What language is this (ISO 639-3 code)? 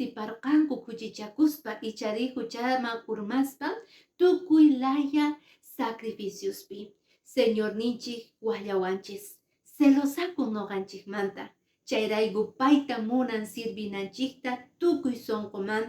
que